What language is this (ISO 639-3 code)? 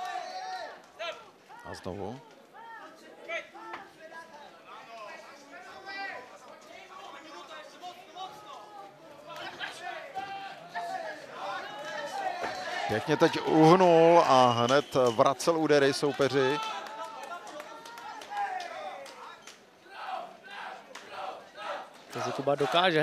ces